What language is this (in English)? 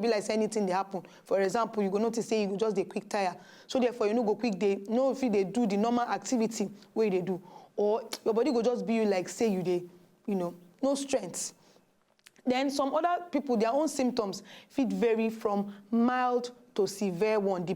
Nigerian Pidgin